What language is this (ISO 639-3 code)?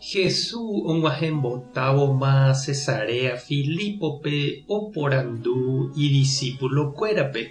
grn